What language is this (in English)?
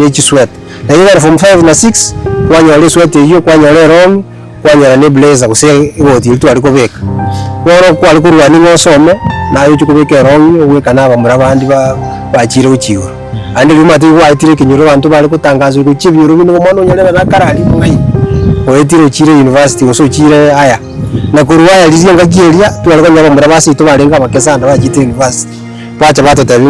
Gusii